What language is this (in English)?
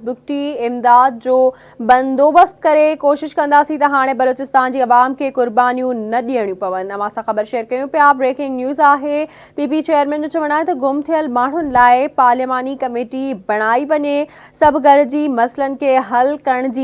Sindhi